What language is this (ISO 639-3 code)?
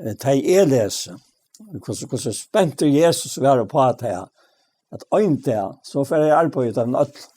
fao